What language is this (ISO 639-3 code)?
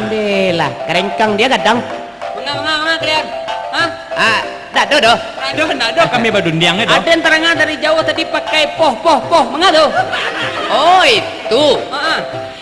min